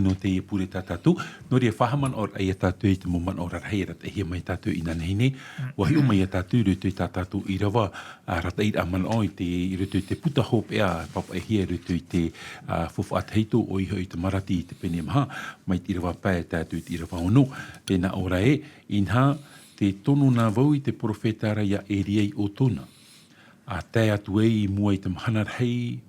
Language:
Tahitian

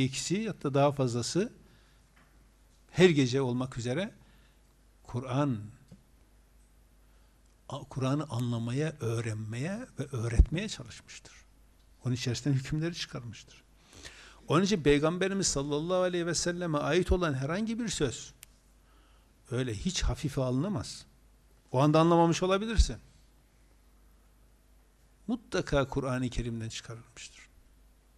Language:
Turkish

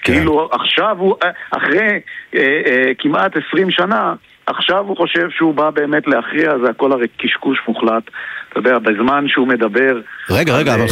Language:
Hebrew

